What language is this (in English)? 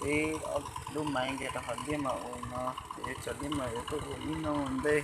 Hmong